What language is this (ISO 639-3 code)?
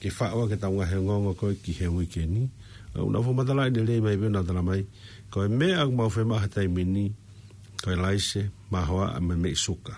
ton